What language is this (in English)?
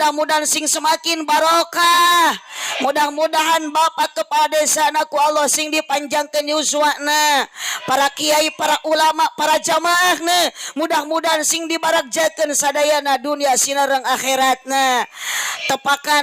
Sundanese